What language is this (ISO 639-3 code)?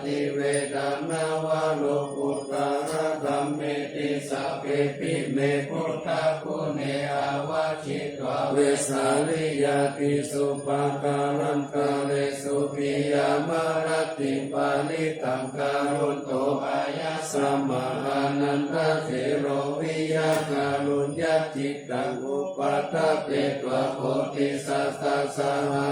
pli